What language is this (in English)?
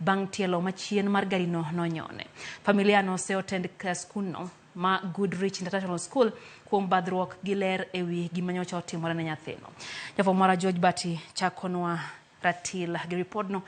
Luo (Kenya and Tanzania)